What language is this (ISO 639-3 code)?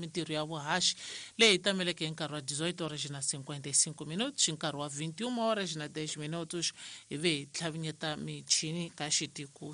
tso